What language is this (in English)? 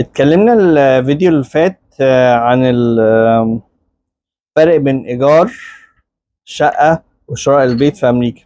Egyptian Arabic